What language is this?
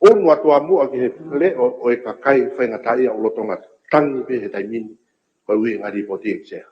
Tongan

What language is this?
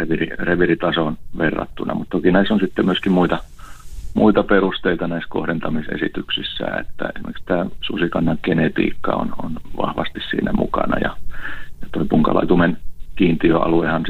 Finnish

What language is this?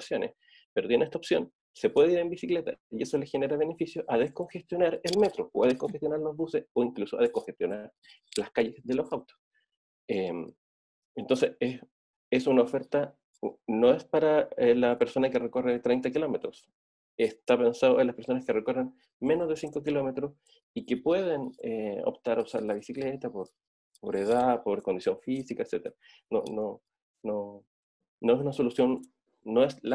Spanish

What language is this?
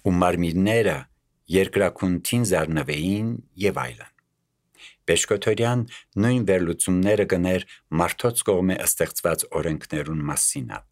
Armenian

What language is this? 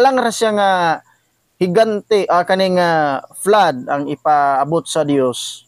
Cebuano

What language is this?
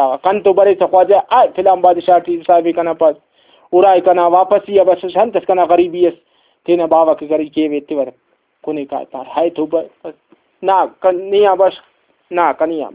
Brahui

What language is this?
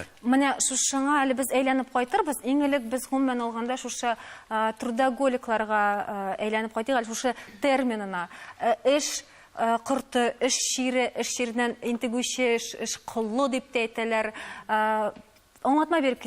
Tatar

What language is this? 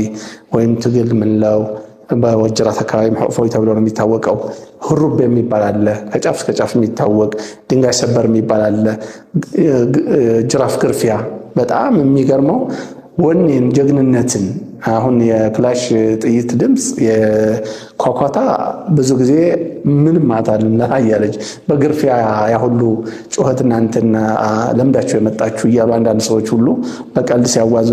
Amharic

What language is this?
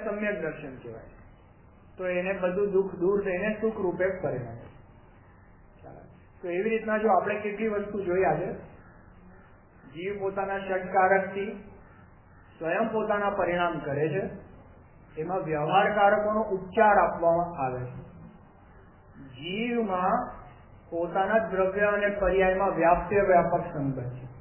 Gujarati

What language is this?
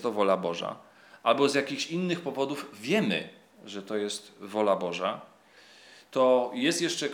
Polish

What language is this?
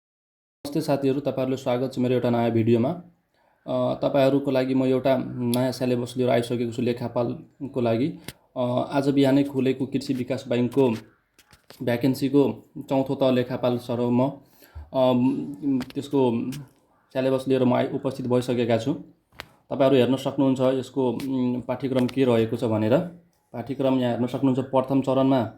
Nepali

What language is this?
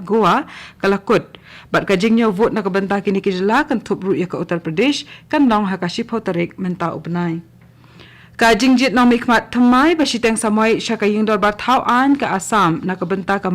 Khasi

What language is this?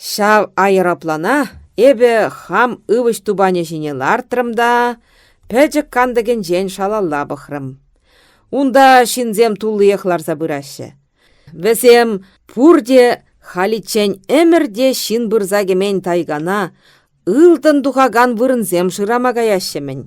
Chuvash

